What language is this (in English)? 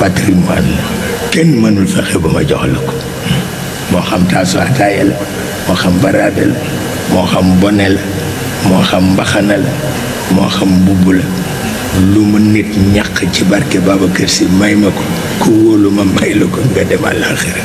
Wolof